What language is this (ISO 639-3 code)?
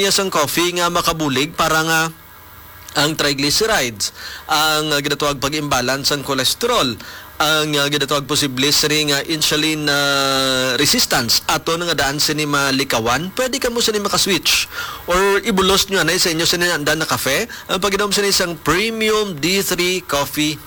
hil